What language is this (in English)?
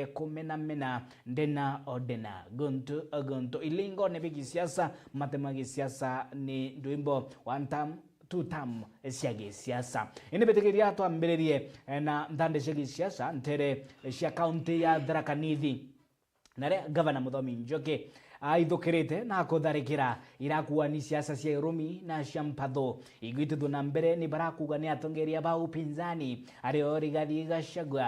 Meru